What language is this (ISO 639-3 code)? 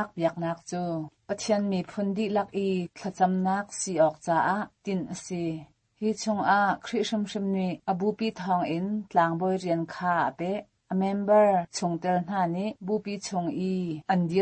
cnh